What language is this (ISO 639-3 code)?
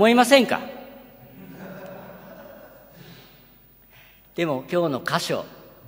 jpn